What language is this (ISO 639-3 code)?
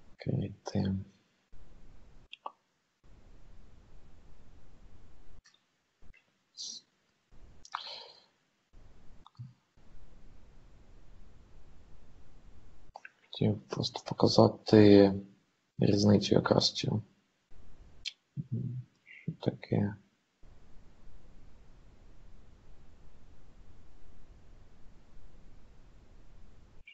ukr